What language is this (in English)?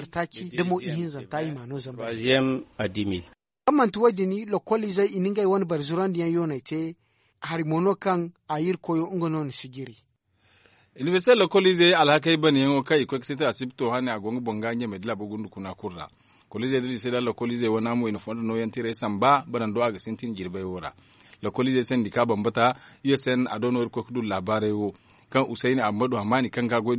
Zarma